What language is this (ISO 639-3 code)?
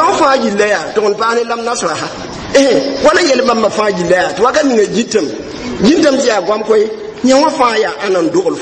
mos